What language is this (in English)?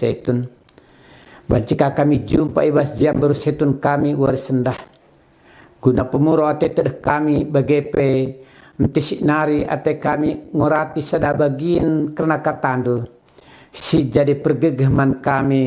Batak Karo